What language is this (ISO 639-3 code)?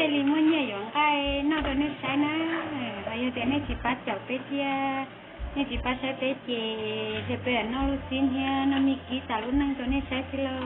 hmn